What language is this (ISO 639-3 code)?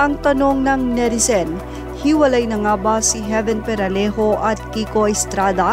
fil